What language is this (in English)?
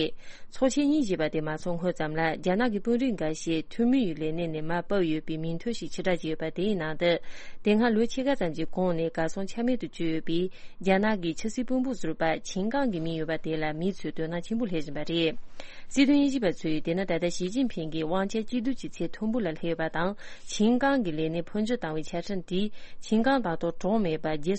Tibetan